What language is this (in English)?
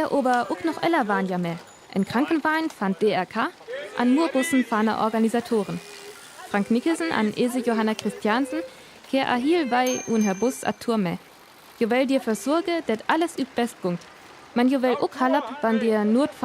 Northern Frisian